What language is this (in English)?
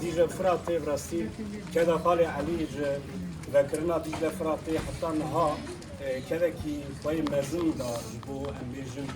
Kurdish